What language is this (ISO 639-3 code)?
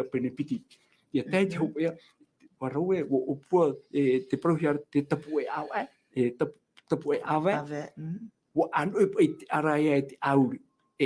tah